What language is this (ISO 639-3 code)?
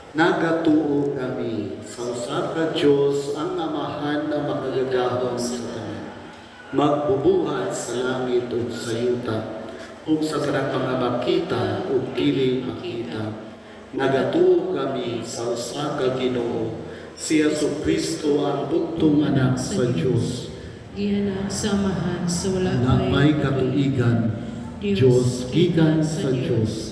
ceb